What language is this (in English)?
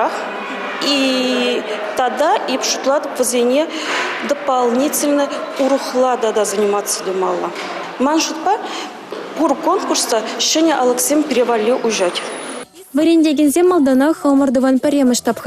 Chuvash